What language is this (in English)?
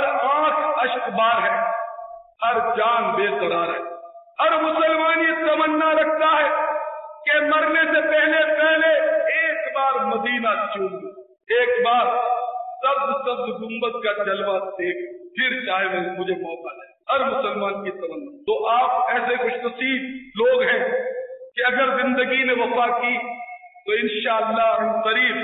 Urdu